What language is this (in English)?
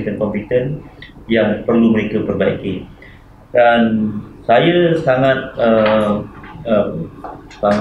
Malay